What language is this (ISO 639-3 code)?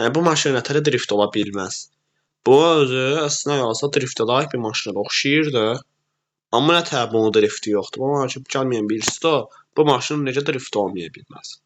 aze